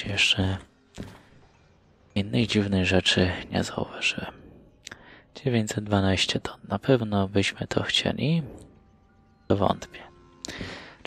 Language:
Polish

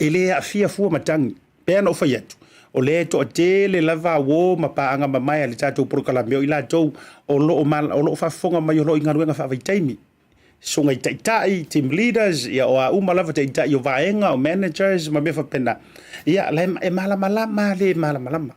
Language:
Samoan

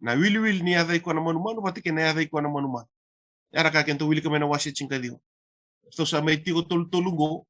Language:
Fijian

